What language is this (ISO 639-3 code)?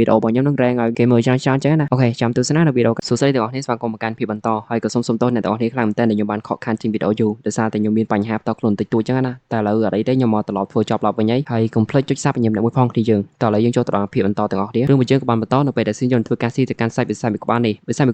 khm